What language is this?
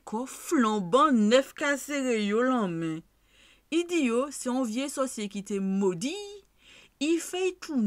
Guadeloupean Creole French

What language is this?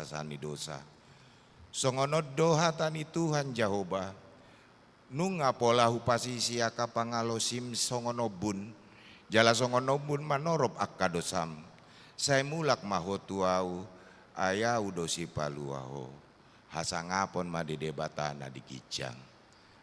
Batak Toba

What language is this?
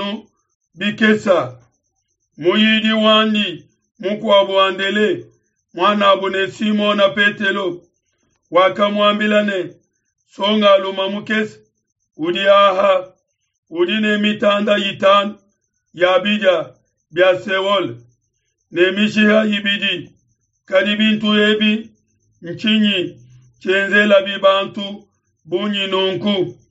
Luba-Lulua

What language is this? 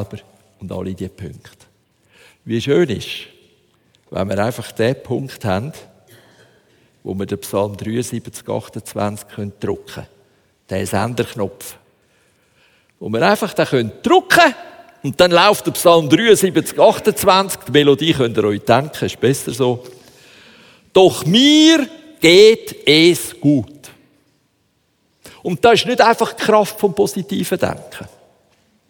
German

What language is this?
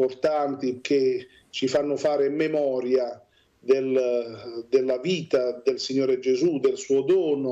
Italian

